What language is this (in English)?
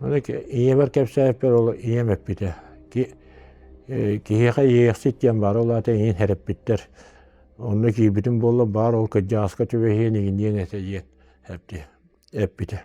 Yakut